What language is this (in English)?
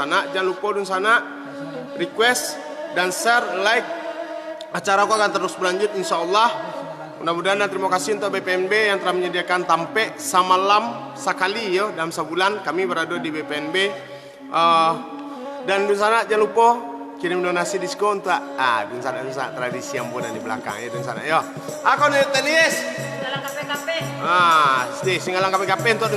Minangkabau